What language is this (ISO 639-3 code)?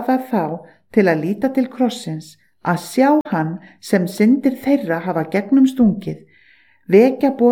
isl